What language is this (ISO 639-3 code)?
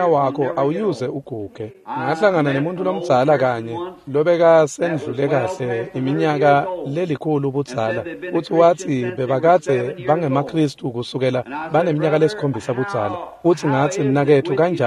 ssw